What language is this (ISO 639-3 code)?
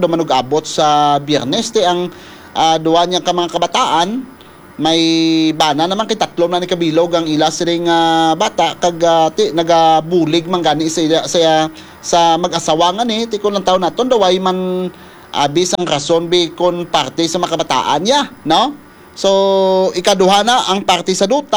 hil